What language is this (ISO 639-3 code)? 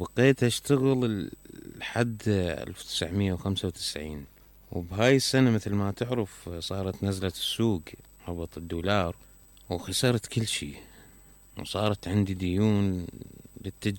acm